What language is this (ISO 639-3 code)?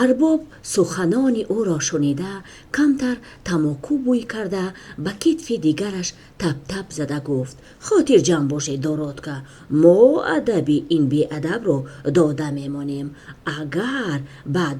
tgk